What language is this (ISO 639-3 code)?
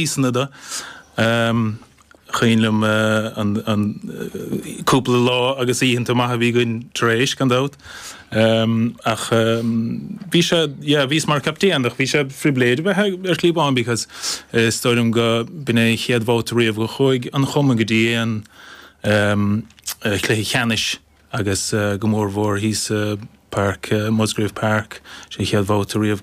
gle